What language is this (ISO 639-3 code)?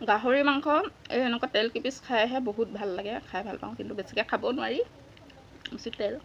asm